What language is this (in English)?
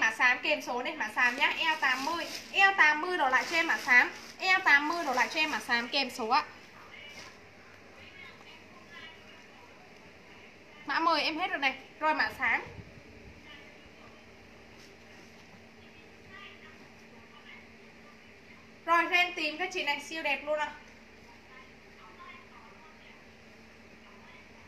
Vietnamese